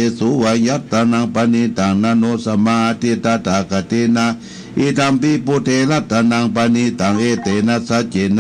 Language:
Pali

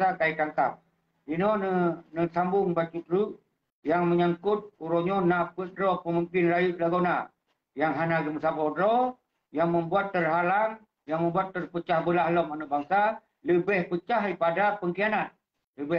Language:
Achinese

